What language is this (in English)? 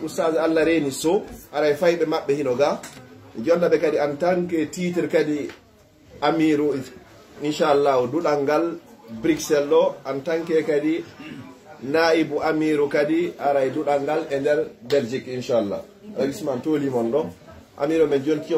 Pular